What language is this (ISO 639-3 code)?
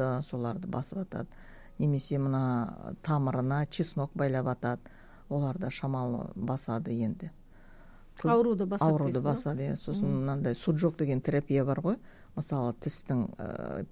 kaz